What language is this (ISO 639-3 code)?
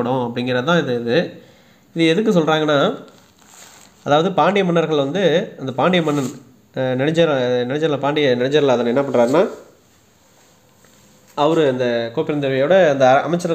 tam